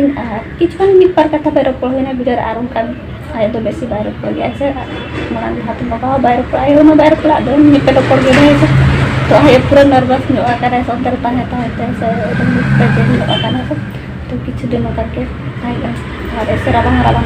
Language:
Santali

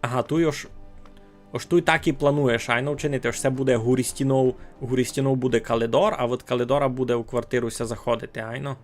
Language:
Rusyn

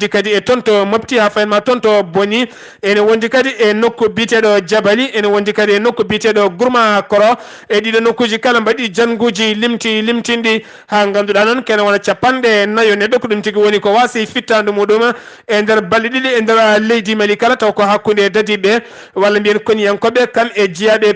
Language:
Fula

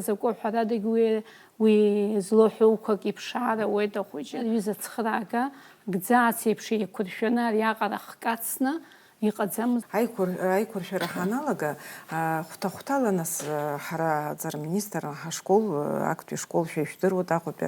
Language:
Abkhazian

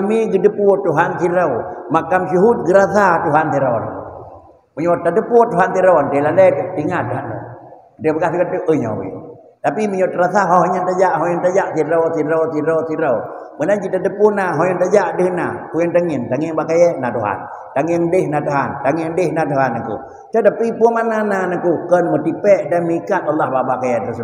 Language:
Achinese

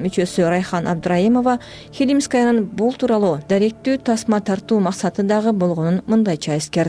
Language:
Kyrgyz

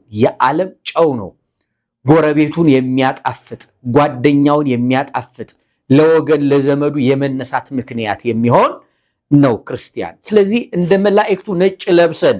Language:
Amharic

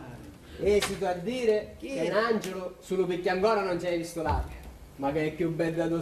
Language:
Sicilian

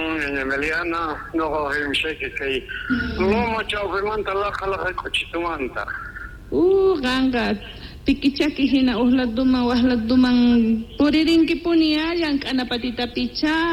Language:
South Bolivian Quechua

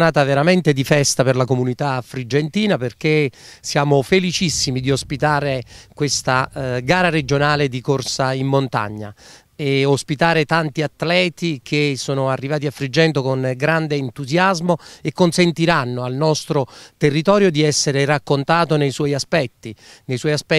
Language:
Italian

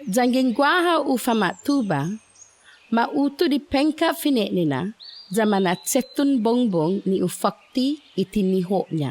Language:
Chamorro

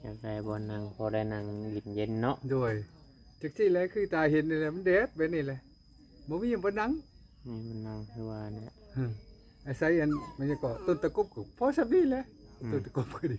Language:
Northeastern Thai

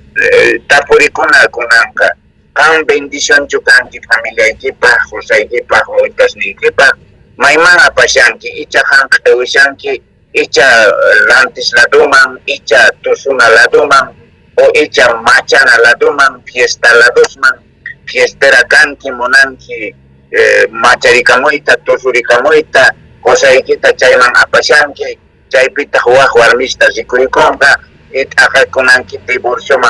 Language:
South Bolivian Quechua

